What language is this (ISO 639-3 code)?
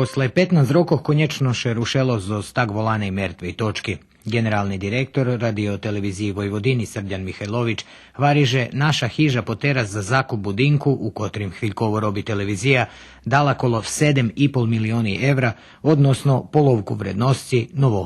rue